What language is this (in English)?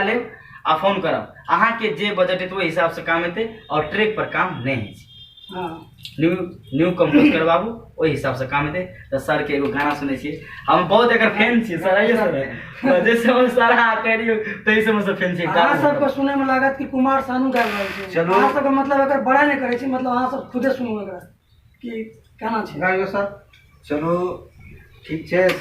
Maithili